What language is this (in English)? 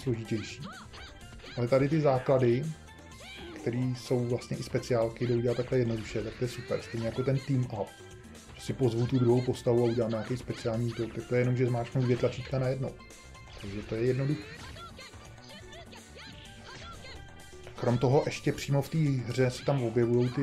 Czech